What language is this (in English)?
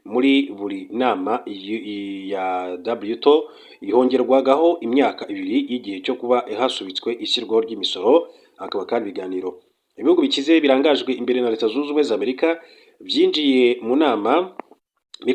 Kinyarwanda